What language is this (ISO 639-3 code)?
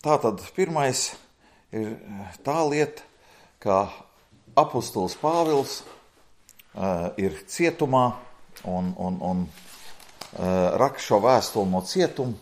lav